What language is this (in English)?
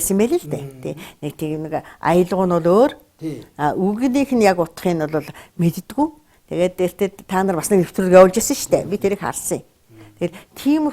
Mongolian